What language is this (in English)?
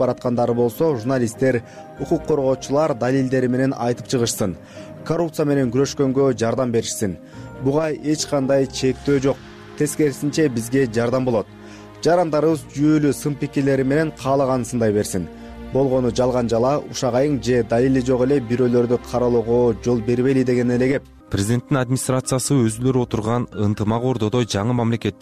Kyrgyz